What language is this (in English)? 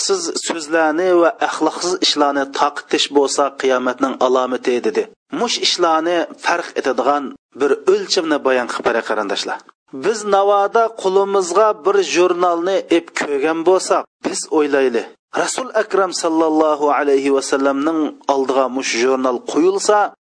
Uyghur